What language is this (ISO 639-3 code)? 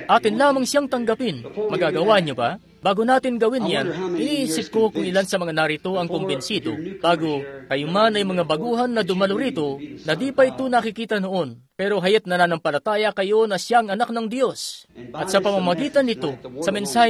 fil